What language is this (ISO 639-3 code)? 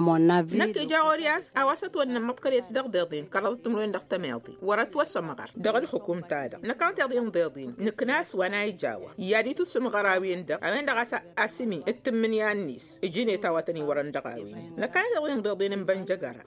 taq